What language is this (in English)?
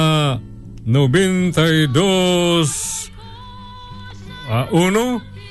Filipino